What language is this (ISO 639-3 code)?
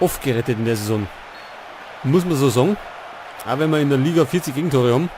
bar